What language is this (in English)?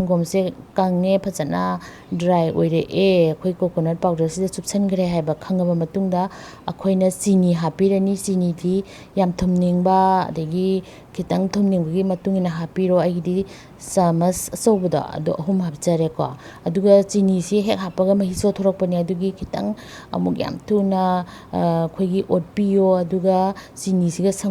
Manipuri